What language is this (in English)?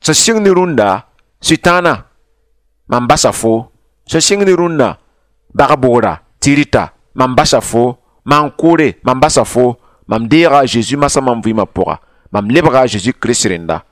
Mossi